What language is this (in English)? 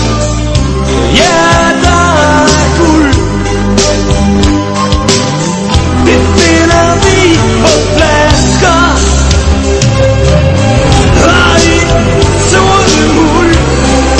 Danish